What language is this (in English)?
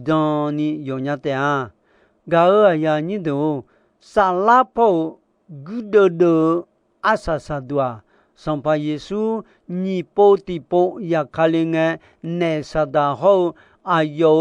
Akha